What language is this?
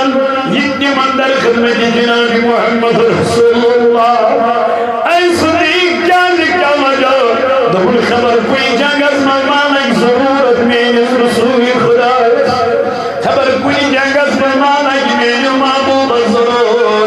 Kashmiri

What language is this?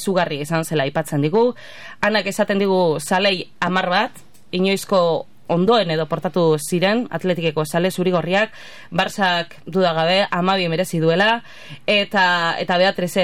Basque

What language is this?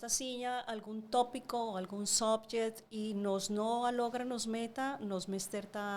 Papiamento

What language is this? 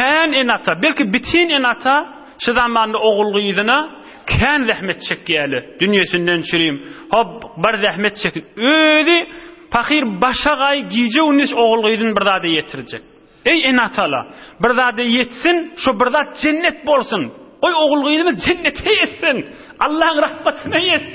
Turkmen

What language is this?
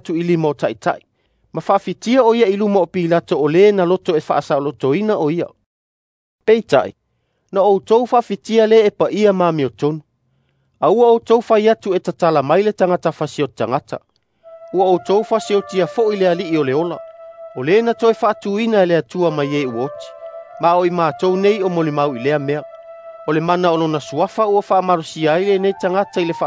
Samoan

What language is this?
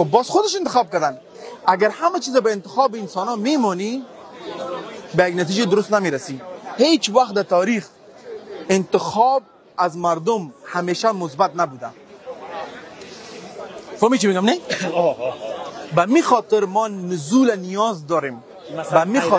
Persian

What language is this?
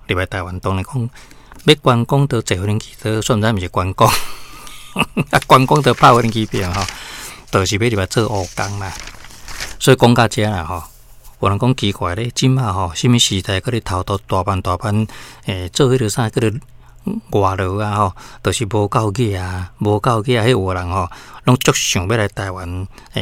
Min Nan Chinese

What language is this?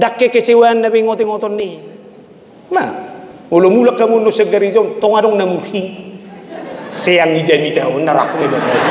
Batak Toba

